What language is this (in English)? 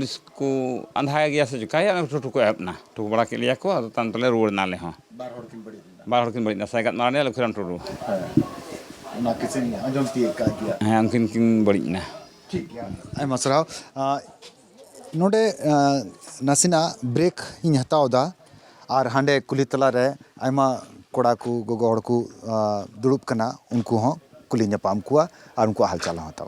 Santali